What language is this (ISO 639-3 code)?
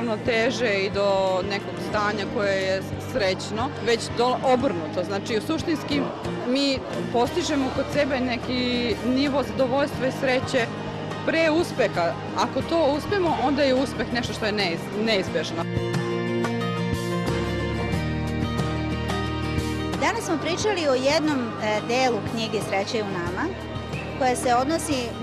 srp